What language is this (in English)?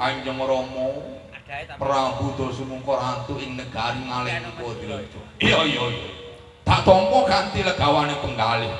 Javanese